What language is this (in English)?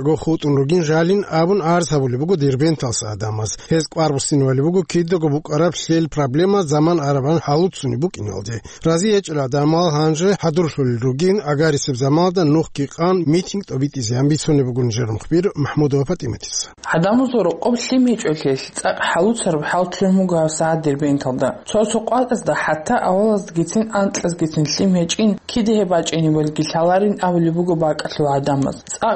Avaric